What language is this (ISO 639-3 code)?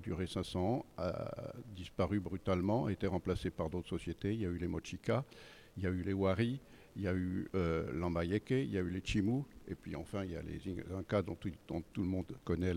fra